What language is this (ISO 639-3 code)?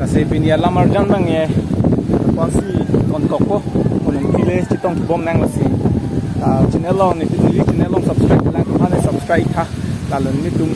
mjw